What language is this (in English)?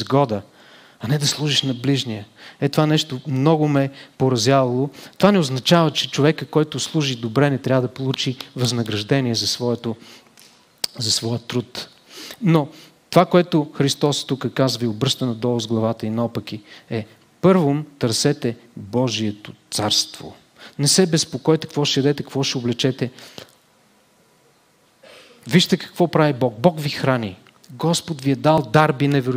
Bulgarian